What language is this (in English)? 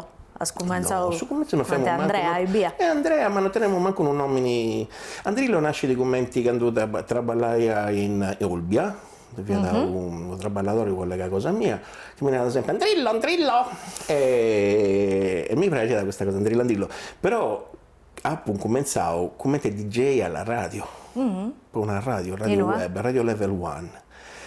Sardinian